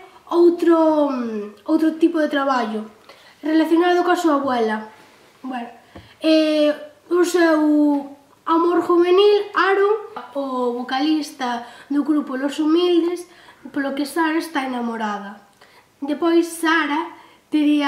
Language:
Galician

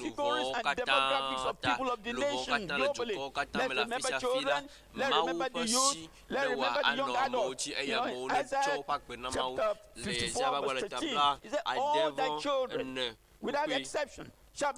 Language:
Ewe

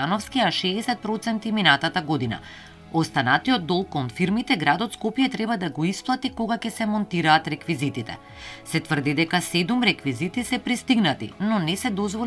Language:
Macedonian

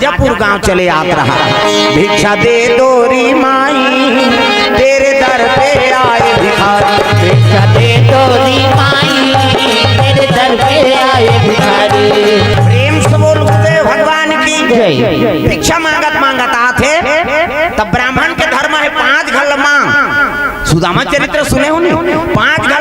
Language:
Chhattisgarhi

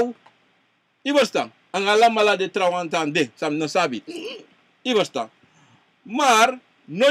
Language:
Sranan Tongo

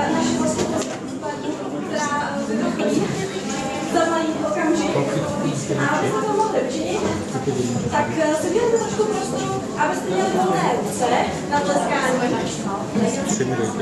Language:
Czech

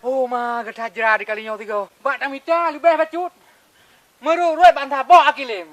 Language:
Achinese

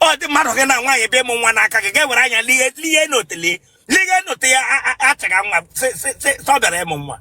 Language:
Igbo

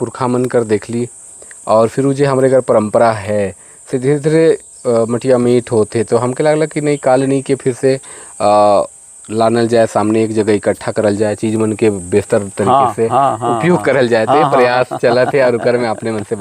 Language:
Sadri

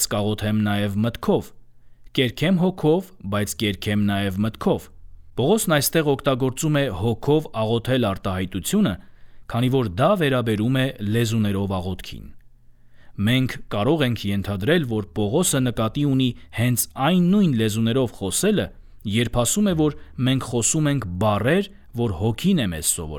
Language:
Armenian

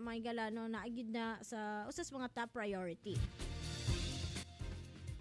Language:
Cebuano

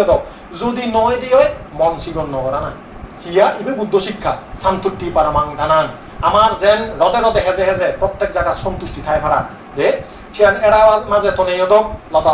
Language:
Chakma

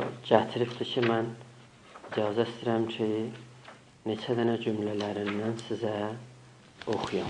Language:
South Azerbaijani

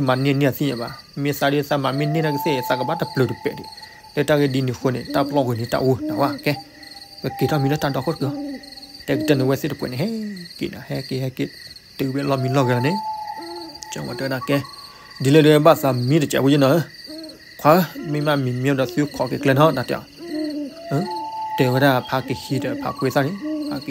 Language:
S'gaw Karen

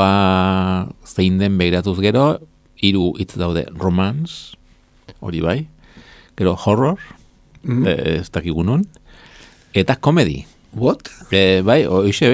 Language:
Basque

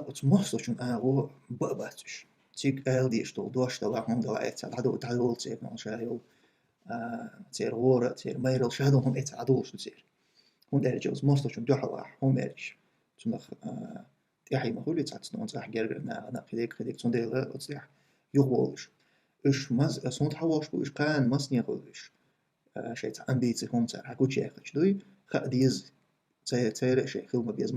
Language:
Chechen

